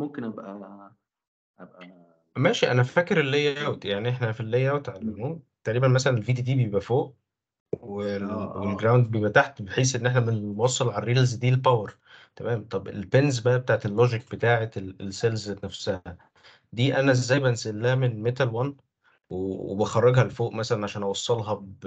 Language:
Egyptian Arabic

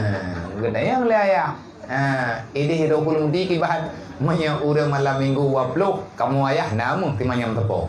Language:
Achinese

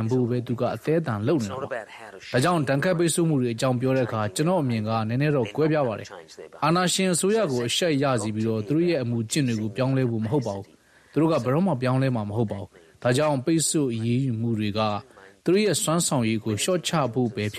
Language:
Burmese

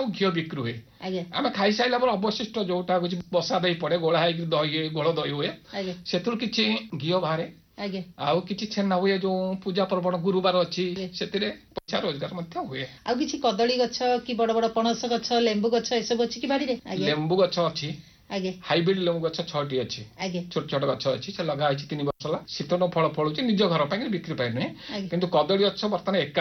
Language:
Odia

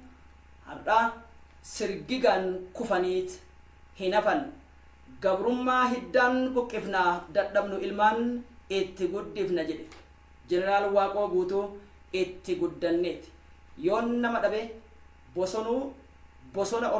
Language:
Oromo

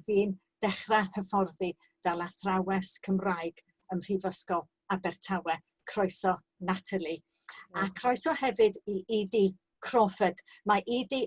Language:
Welsh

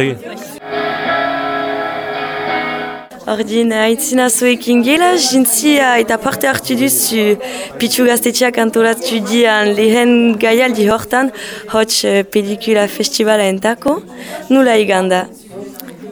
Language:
Basque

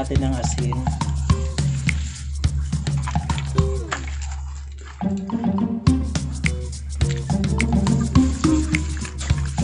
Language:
Filipino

